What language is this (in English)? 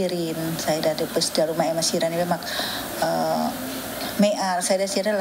Tetum